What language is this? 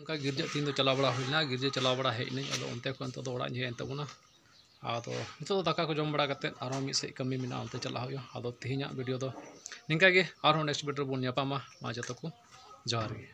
Santali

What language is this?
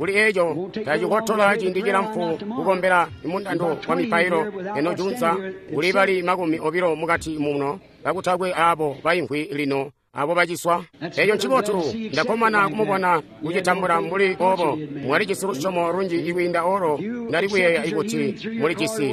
Tonga (Zambia)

